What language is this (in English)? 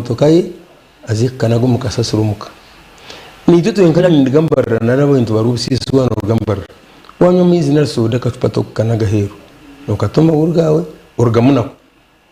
Nyankole